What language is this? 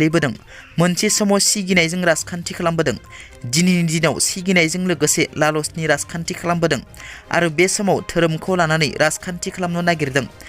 Bodo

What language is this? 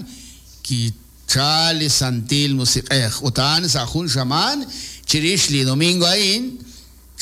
Kekchí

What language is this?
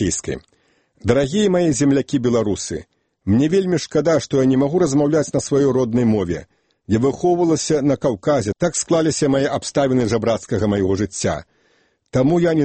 Belarusian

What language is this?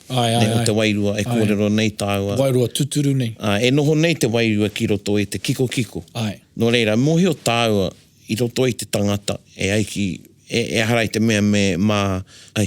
Māori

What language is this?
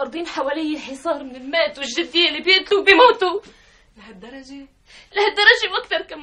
North Levantine Arabic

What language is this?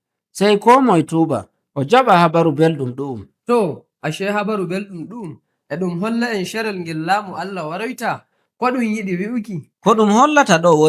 Nigerian Fulfulde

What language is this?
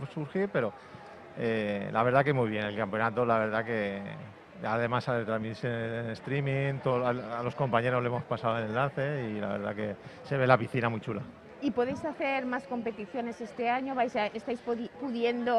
Spanish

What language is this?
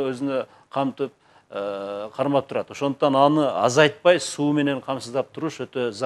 Kyrgyz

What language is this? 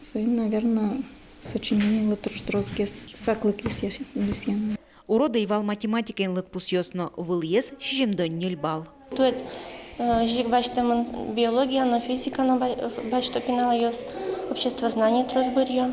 Udmurt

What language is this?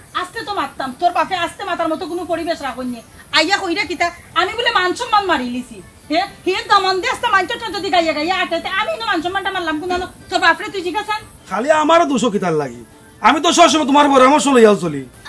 Sylheti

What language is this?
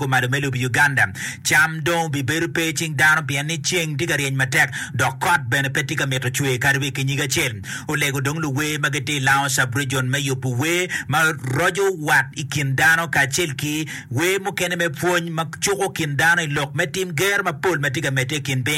Acoli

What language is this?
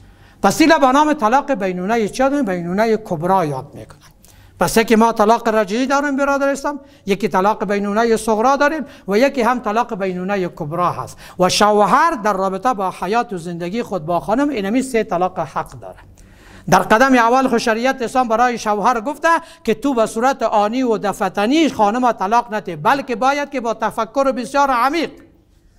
Persian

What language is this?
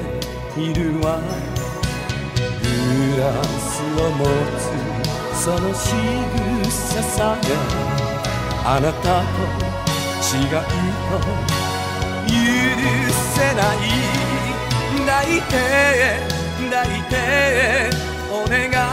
Japanese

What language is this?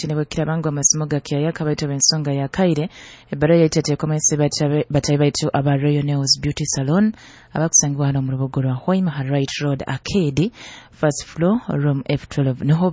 Nyoro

